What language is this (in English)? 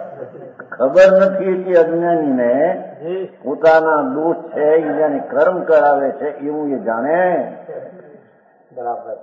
Gujarati